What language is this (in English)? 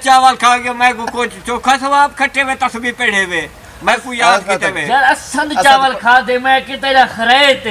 Saraiki